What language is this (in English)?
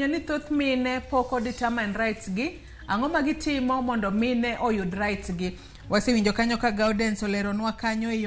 Luo (Kenya and Tanzania)